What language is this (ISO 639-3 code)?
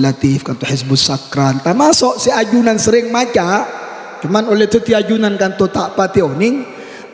mad